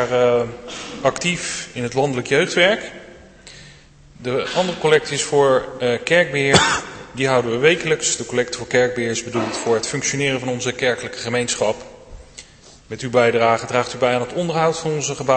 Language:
Dutch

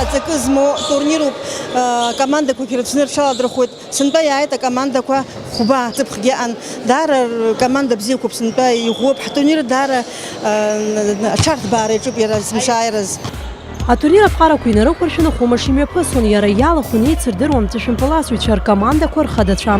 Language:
Abkhazian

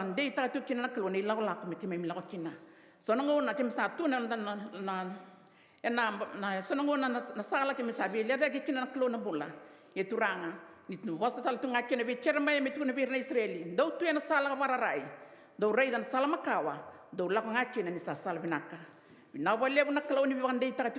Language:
Fijian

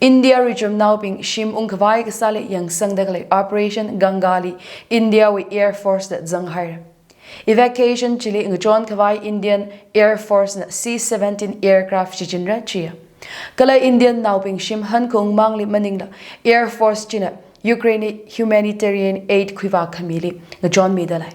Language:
Tangkhul Naga (India)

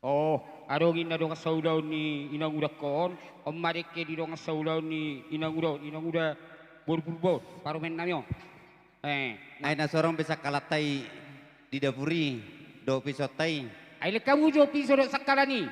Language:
Batak Toba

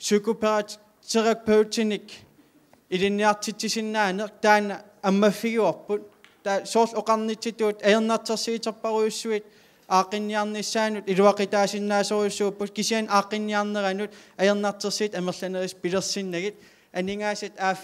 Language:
Kalaallisut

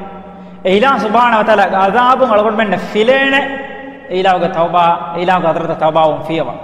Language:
Divehi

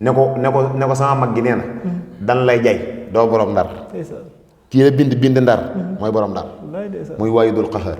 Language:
Wolof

